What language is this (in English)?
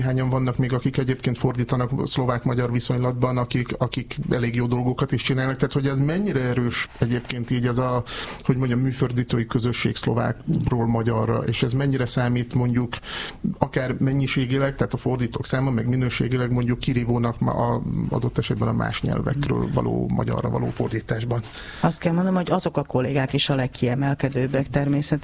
Hungarian